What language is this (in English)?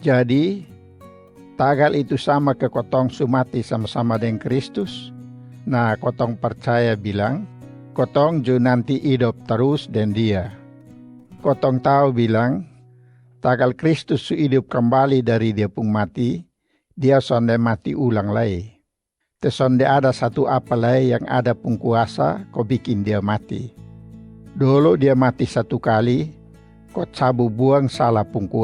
Kupang Malay